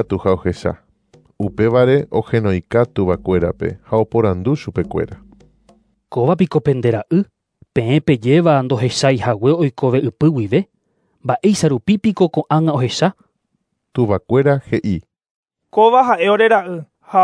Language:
Guarani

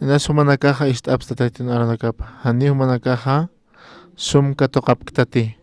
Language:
Aymara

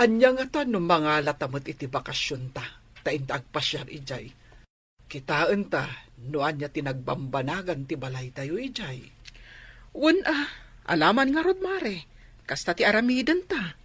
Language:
Iloko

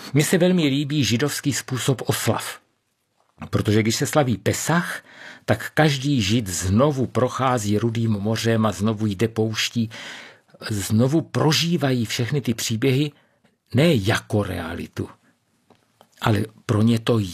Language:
Czech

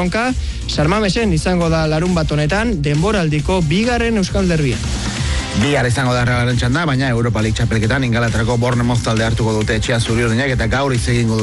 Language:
Basque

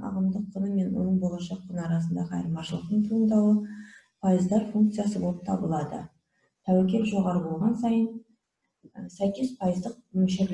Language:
Kazakh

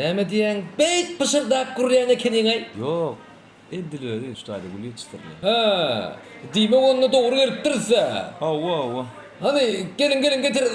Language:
Turkmen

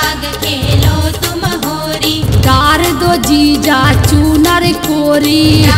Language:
Bundeli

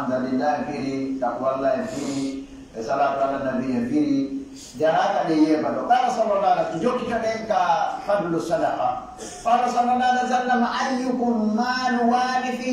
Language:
Pular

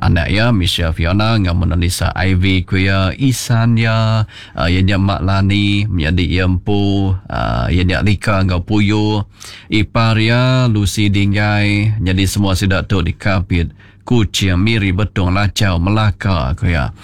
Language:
Iban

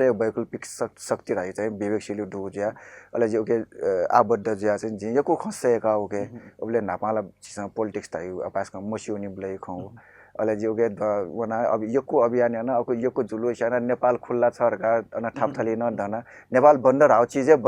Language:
Newari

